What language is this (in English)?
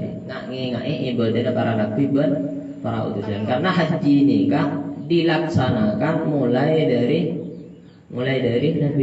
Madurese